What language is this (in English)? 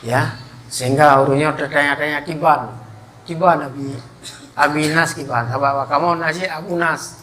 Achinese